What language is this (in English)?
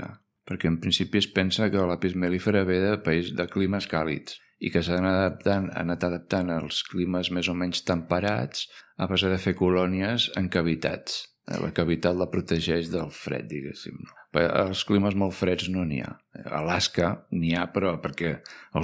Catalan